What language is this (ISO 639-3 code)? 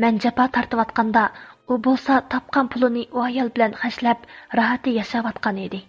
uig